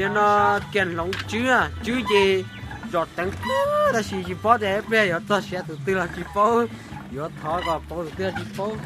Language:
Hmong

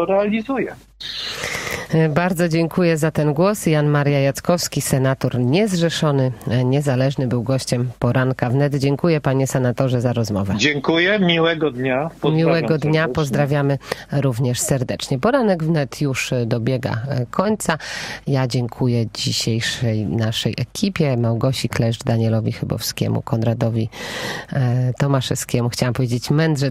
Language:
Polish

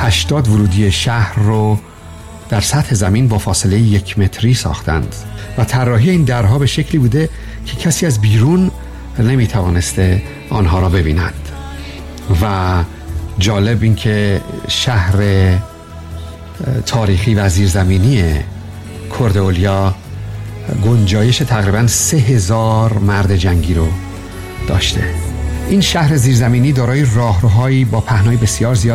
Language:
Persian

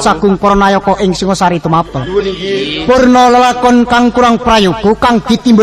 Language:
Javanese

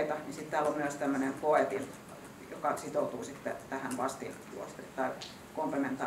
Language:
Finnish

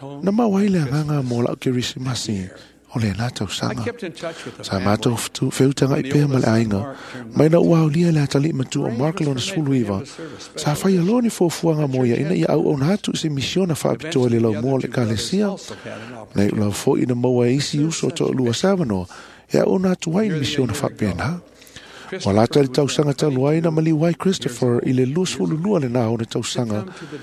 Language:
Samoan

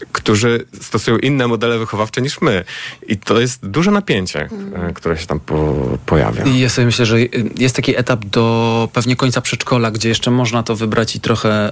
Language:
Polish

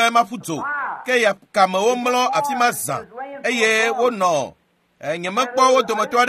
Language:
Ewe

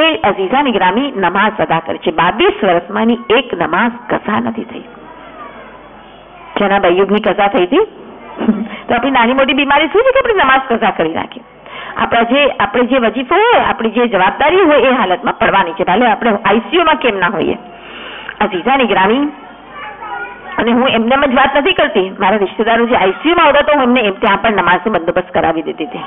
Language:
Gujarati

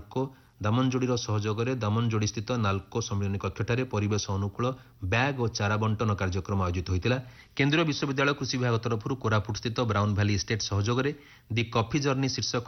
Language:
Odia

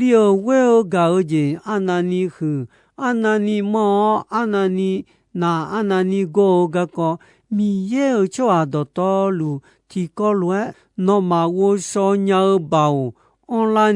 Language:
Akha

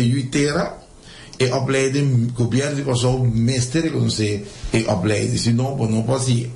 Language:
Papiamento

